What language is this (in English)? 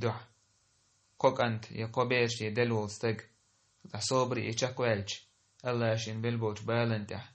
Chechen